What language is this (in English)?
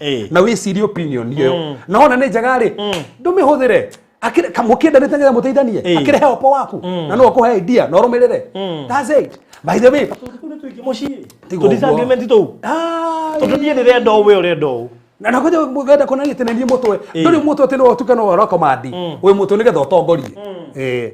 Kikuyu